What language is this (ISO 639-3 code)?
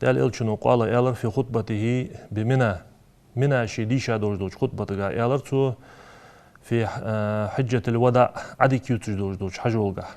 inh